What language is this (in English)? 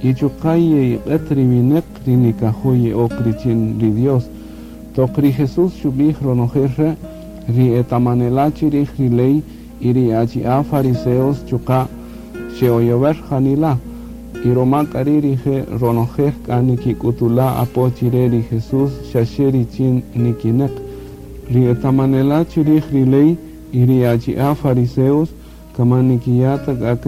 Kaqchikel